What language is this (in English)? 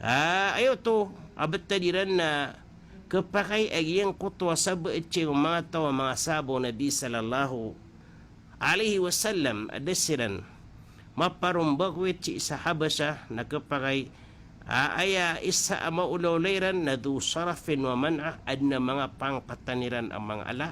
Maranao